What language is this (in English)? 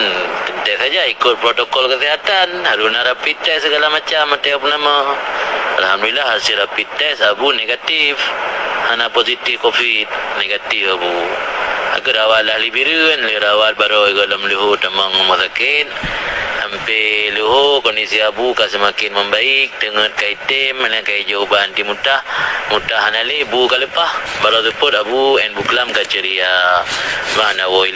Achinese